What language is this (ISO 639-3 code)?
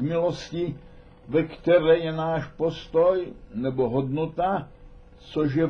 ces